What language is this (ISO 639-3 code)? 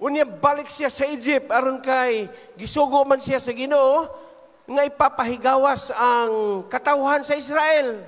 ceb